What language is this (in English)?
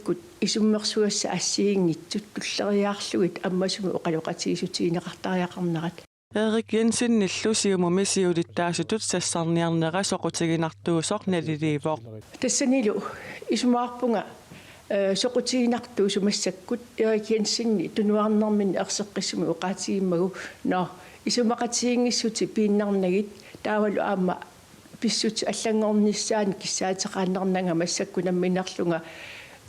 Kalaallisut